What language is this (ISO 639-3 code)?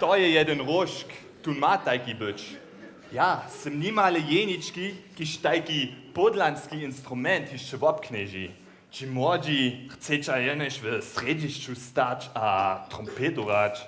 hsb